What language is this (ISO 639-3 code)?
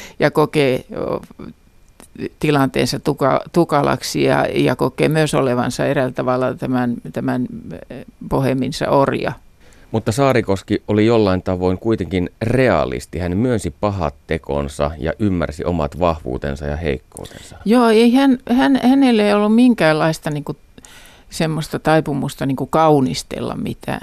fin